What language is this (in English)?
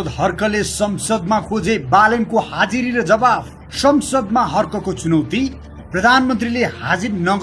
Nepali